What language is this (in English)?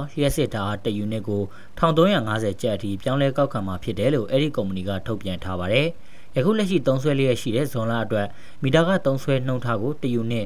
Burmese